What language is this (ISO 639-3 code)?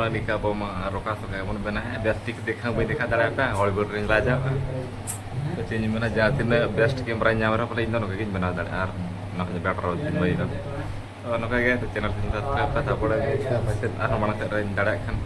sat